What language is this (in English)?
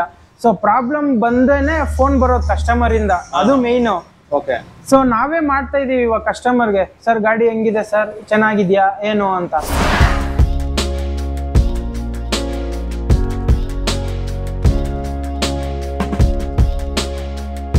Kannada